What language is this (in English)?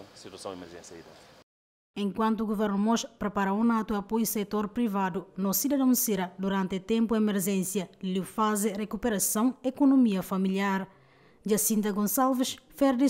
Tetum